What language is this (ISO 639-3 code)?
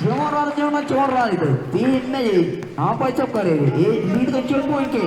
mah